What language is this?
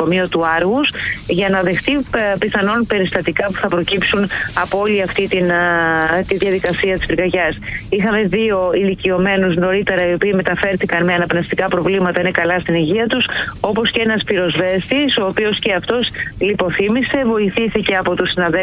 Greek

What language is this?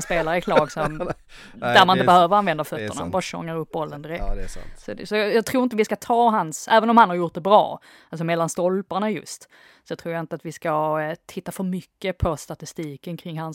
Swedish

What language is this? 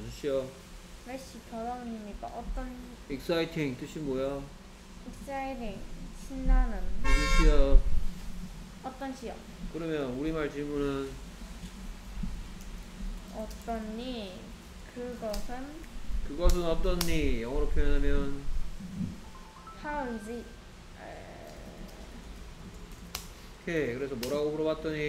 Korean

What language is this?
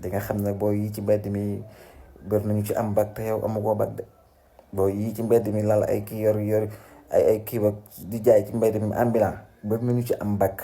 Wolof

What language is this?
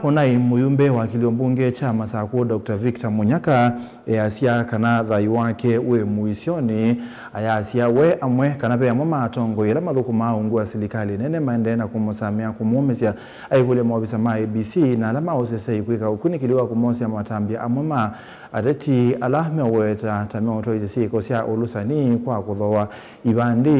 Kamba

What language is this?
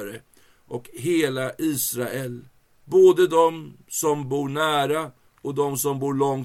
Swedish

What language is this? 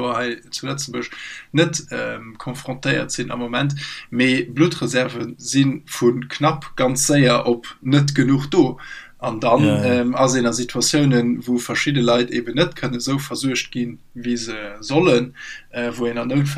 Luxembourgish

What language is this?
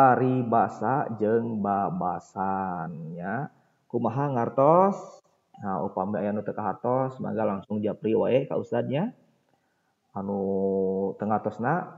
Sundanese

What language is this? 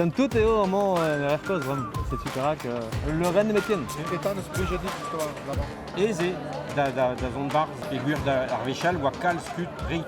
Breton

